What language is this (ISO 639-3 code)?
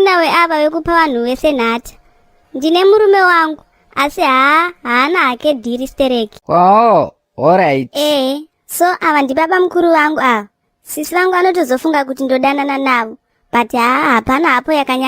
sna